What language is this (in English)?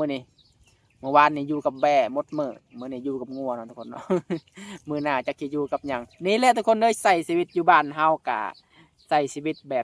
Lao